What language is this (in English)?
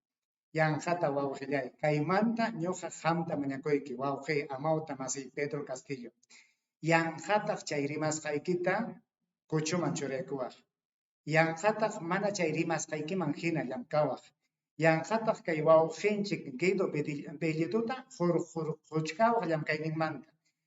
Ayacucho Quechua